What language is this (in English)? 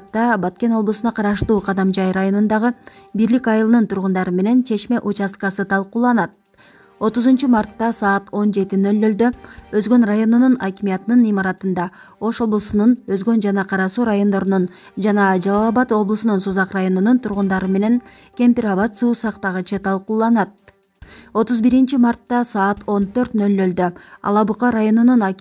Kyrgyz